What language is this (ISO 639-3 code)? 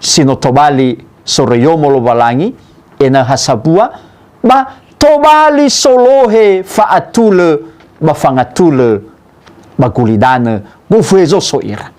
nia